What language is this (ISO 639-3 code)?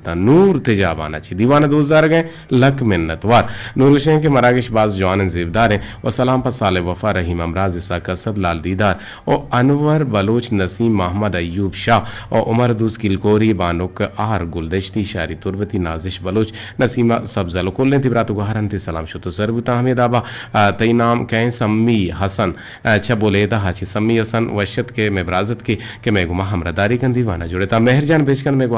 bgp